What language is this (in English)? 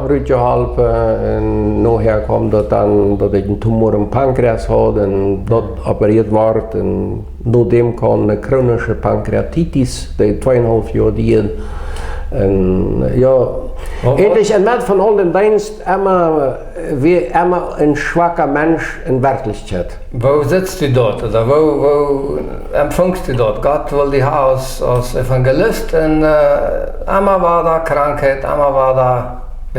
Plautdietsch